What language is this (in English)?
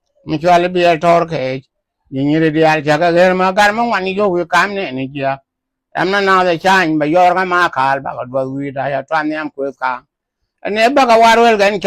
Nuer